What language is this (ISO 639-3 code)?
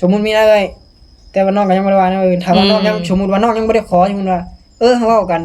tts